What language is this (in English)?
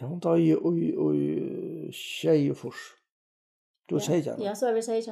Faroese